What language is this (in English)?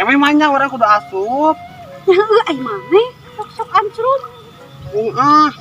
Sundanese